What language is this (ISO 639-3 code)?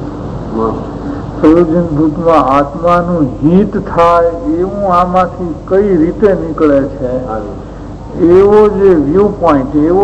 guj